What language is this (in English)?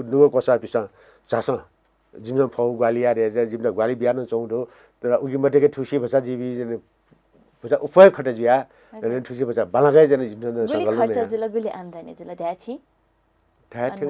Newari